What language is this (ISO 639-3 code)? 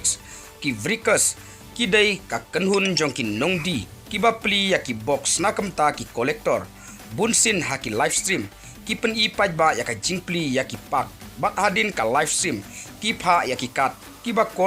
kha